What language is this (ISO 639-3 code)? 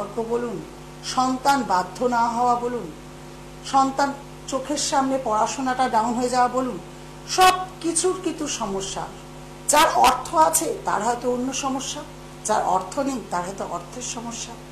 ben